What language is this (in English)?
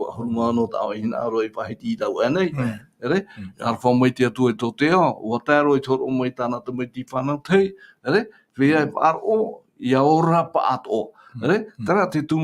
Tahitian